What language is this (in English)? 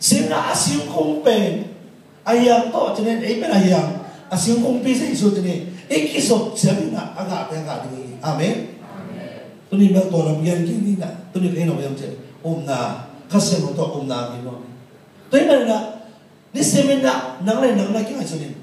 Tedim Chin